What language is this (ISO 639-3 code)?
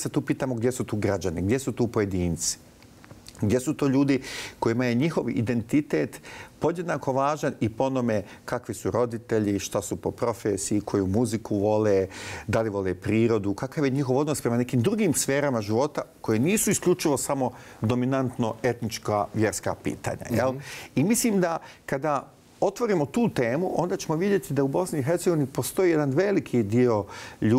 bos